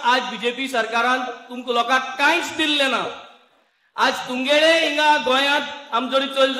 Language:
Konkani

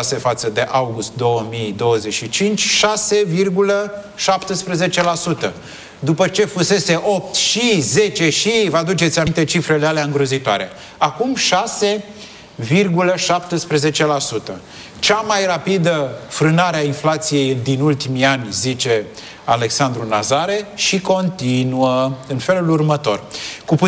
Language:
Romanian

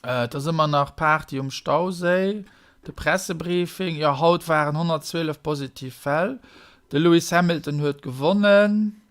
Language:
Luxembourgish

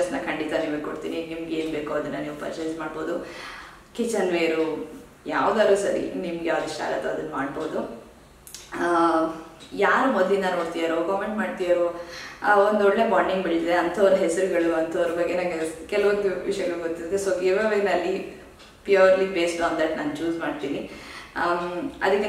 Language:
Kannada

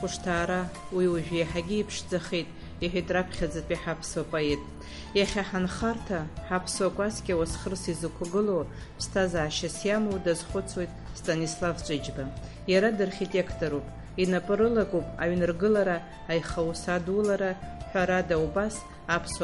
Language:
Abkhazian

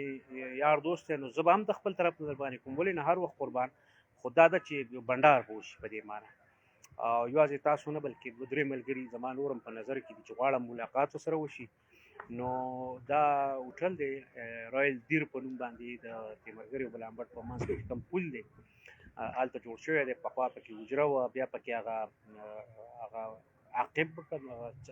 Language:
Pashto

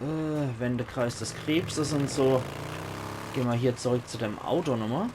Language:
Palatine German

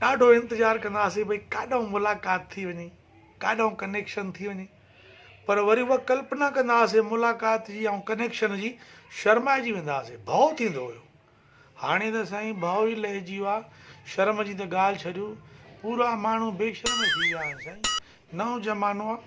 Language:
Sindhi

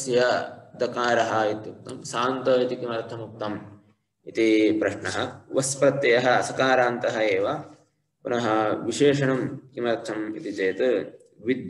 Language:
Sanskrit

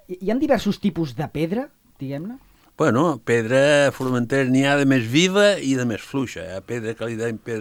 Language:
Catalan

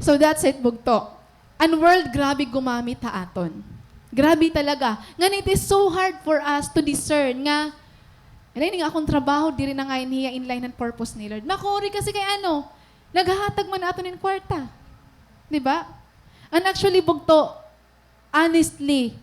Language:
Waray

